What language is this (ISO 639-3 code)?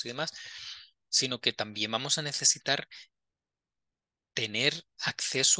spa